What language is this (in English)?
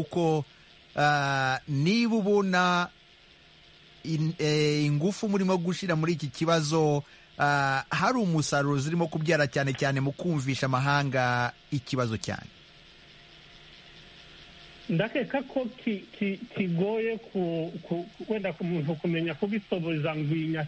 Kinyarwanda